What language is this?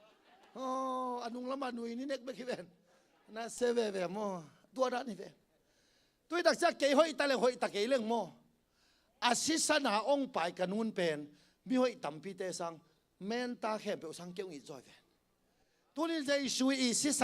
Tedim Chin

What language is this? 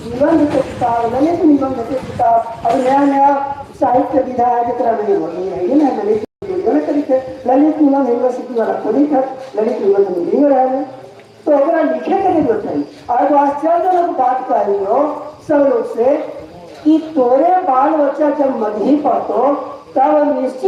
Magahi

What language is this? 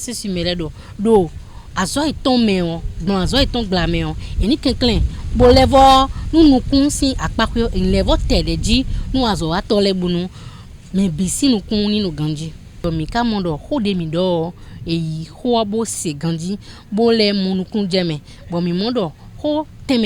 Fon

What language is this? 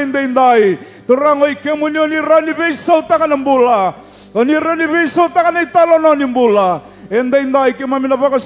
Fijian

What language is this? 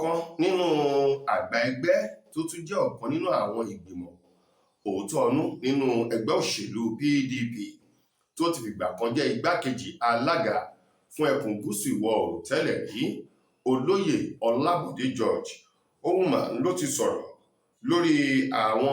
Yoruba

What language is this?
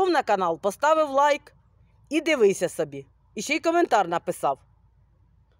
Ukrainian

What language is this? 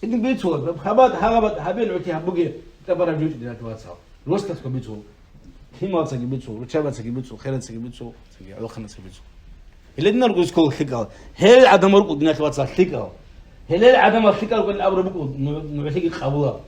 Avaric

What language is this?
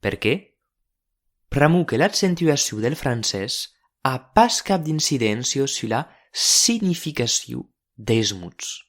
Occitan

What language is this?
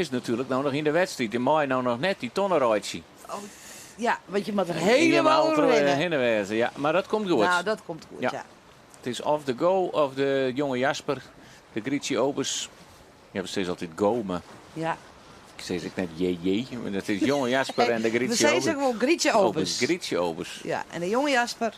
Western Frisian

